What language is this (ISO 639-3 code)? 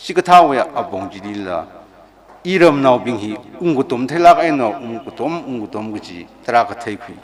nmf